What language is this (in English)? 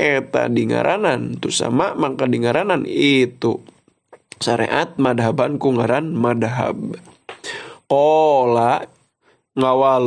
Sundanese